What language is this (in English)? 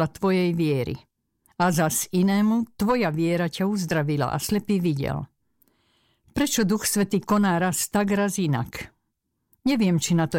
Slovak